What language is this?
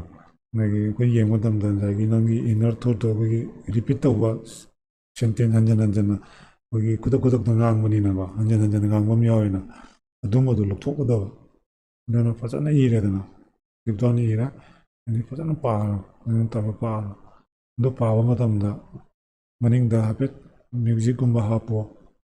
Manipuri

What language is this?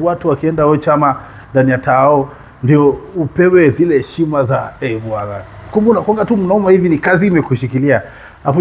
Swahili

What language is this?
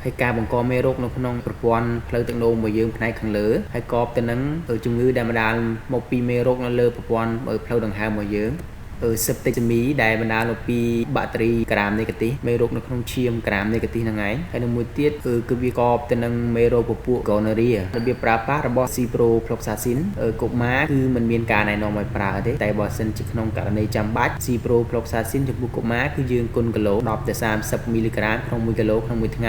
Khmer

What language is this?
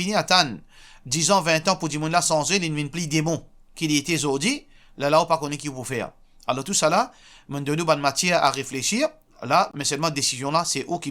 Morisyen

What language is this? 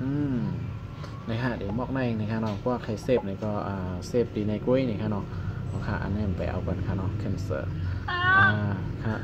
Shan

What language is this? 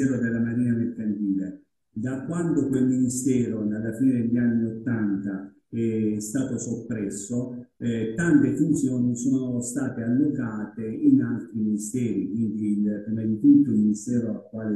Italian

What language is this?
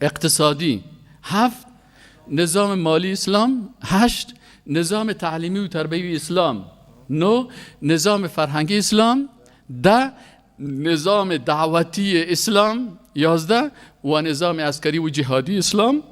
Persian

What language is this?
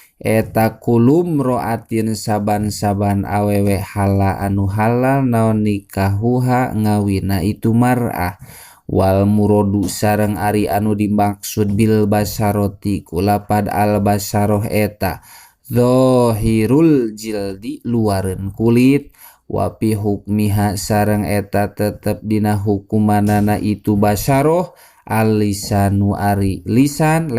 Sundanese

